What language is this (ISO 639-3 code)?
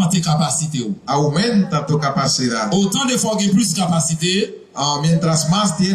hat